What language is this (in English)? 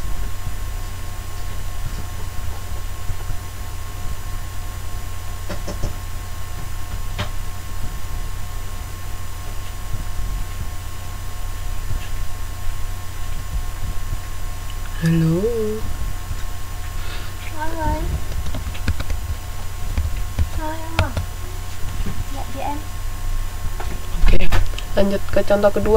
Indonesian